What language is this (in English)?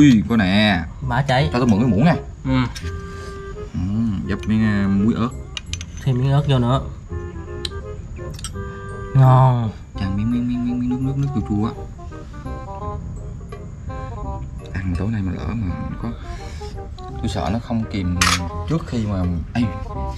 Vietnamese